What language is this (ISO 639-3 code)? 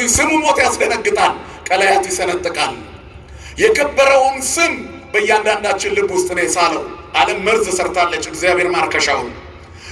amh